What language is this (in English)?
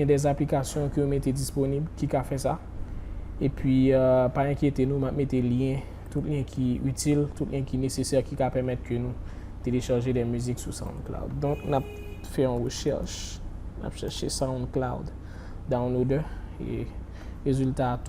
Haitian Creole